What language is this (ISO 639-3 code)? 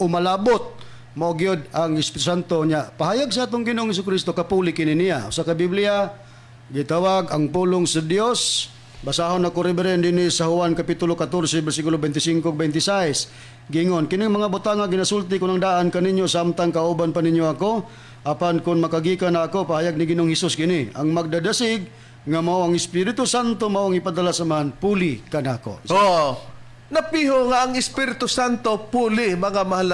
ceb